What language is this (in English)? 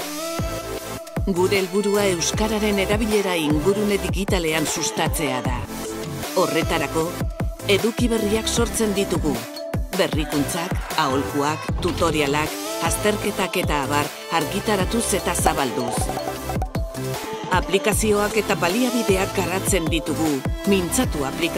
Basque